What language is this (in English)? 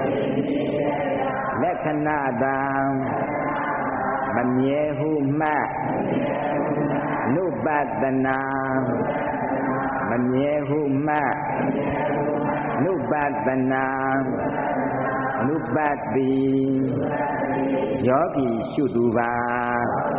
Burmese